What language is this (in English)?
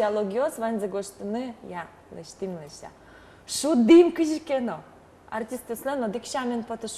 Udmurt